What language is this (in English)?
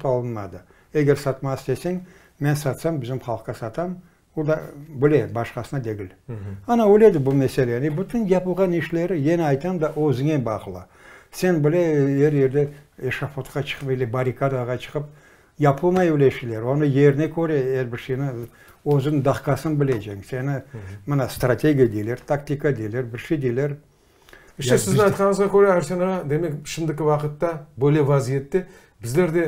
Crimean Tatar